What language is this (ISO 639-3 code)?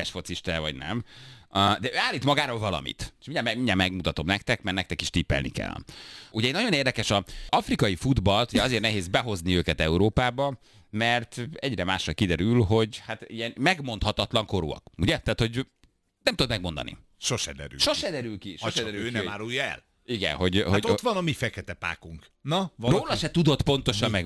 hun